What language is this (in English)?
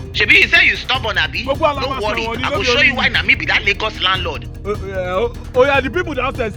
Nigerian Pidgin